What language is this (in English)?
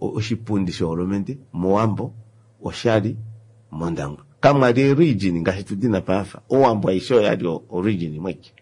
Kuanyama